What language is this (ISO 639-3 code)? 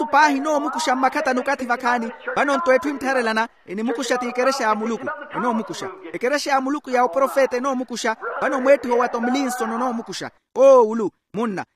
vmw